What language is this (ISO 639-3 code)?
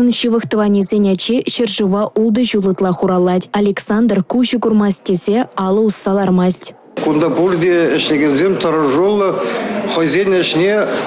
chv